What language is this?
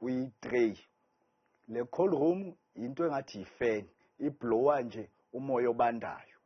Zulu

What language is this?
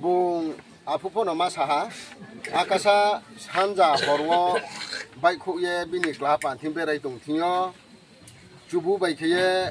Riang (India)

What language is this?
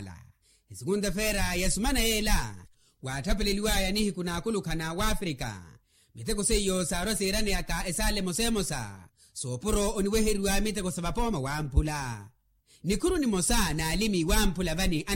Makhuwa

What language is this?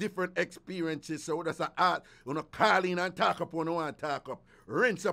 Jamaican Creole English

